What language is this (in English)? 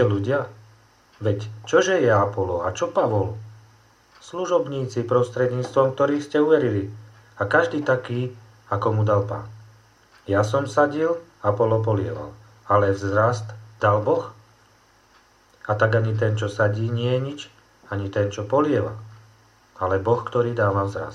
Slovak